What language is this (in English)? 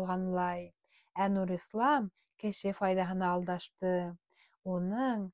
Bashkir